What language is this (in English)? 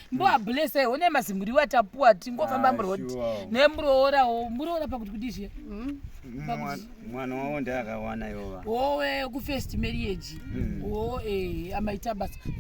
Shona